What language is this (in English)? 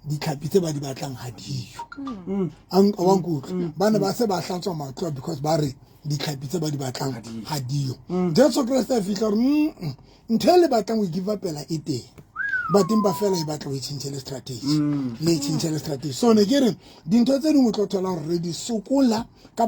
Southern Sotho